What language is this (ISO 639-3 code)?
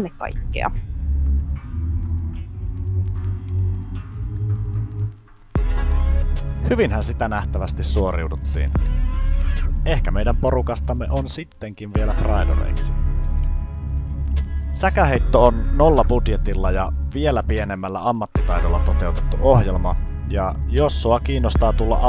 fin